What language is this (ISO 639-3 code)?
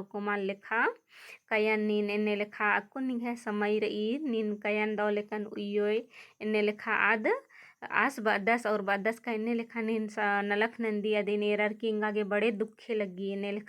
kru